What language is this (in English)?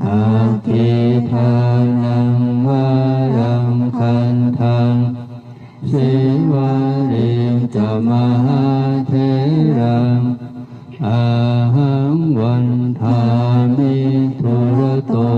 Pali